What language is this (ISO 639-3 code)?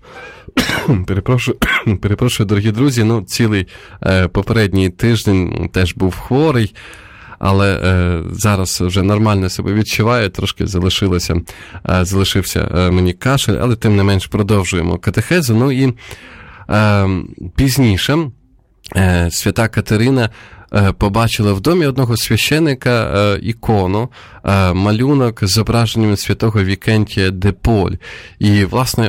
ukr